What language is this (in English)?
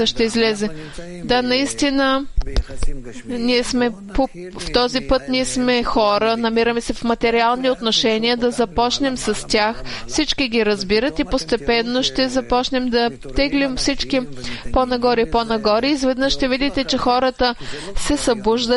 Bulgarian